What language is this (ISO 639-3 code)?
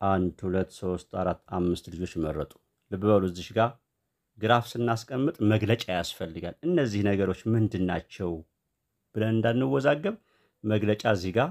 amh